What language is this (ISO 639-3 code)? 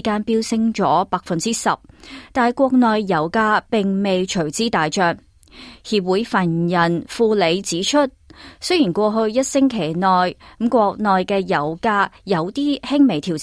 yue